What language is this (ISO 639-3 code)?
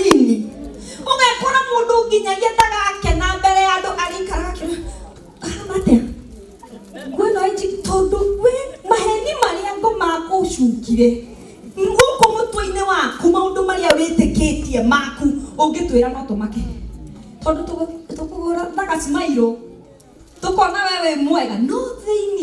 kik